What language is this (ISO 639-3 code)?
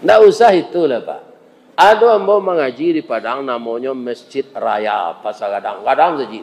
min